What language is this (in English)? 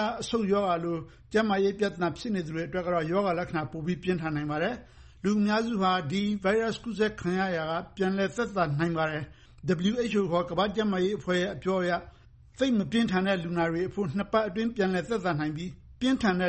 Burmese